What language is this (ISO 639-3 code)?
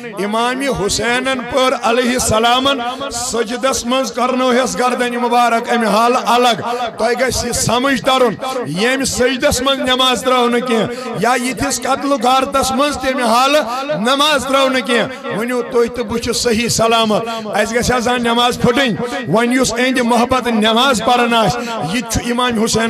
kas